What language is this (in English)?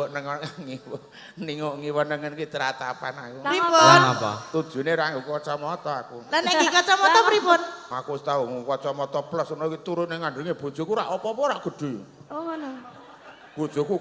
Javanese